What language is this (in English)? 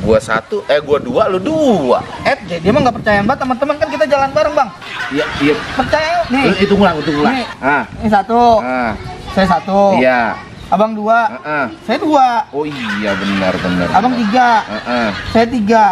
Betawi